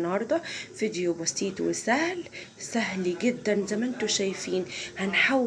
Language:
Egyptian Arabic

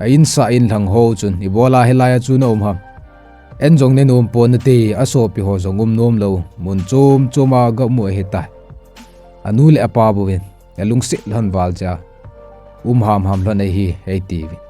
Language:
Thado Chin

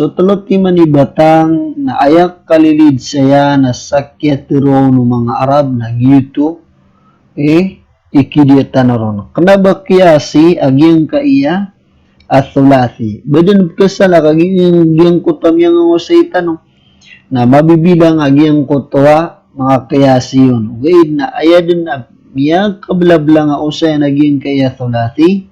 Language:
Maranao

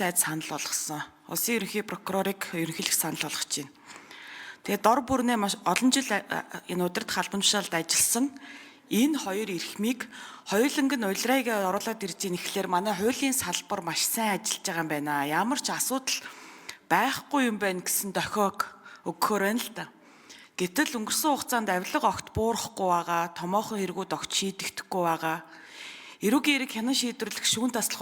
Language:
Mongolian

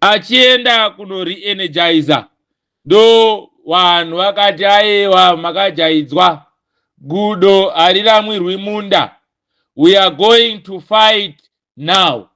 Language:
Shona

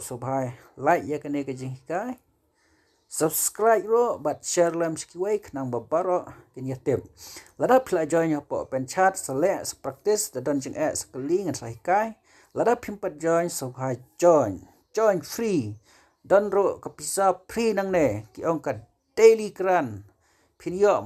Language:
Khasi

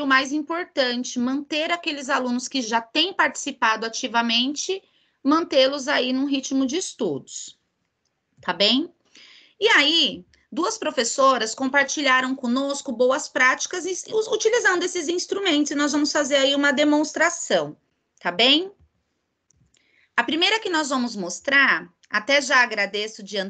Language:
Portuguese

